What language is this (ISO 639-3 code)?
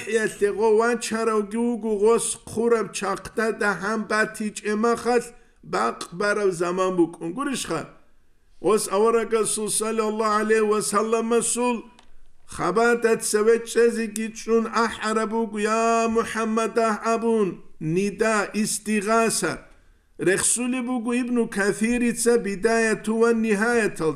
ava